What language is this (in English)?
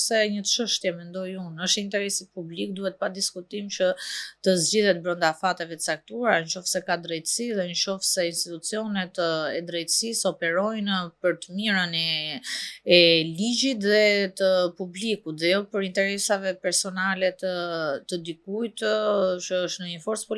Albanian